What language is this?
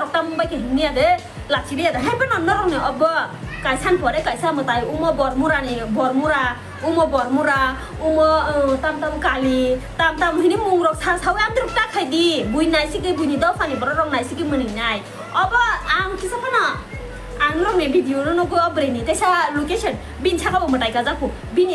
Kok Borok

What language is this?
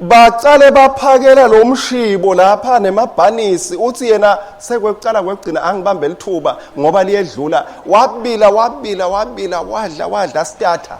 Swati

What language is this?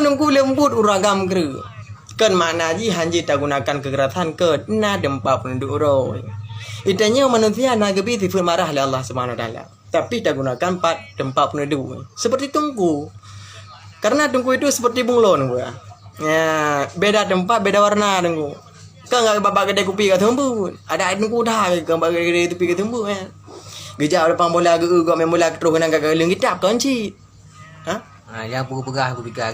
Achinese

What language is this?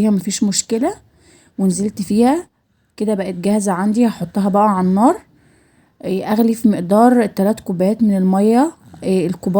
Egyptian Arabic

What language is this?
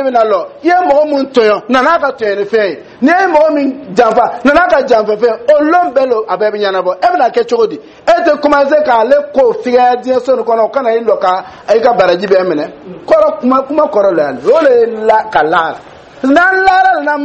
Dyula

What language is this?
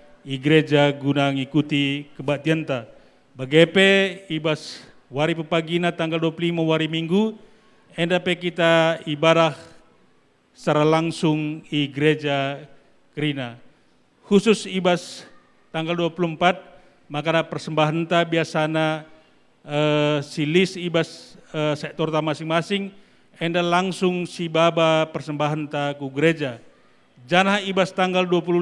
Batak Karo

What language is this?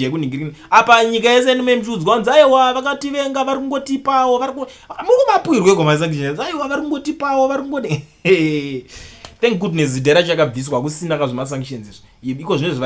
Shona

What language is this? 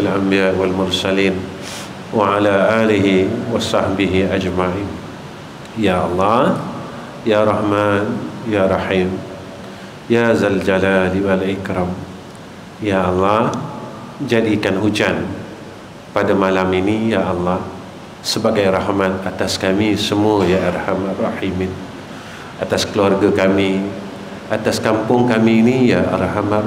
Malay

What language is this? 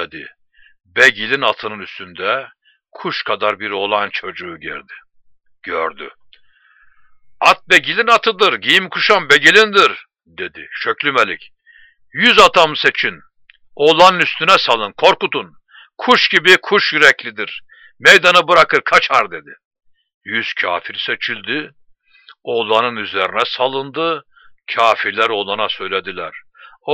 Turkish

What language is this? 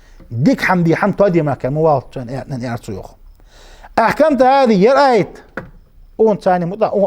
Ingush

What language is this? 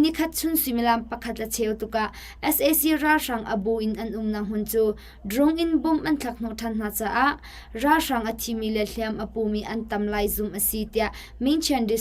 Hakha Chin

